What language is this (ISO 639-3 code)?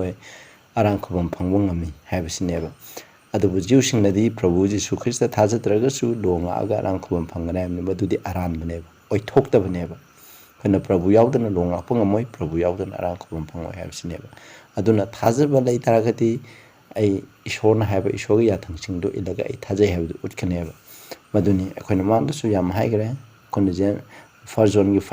mni